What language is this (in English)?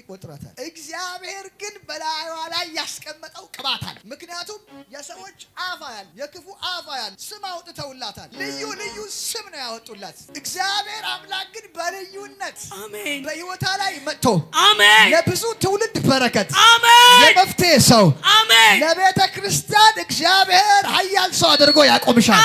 Amharic